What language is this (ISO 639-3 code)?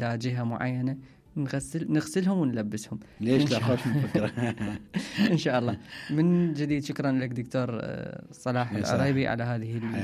acm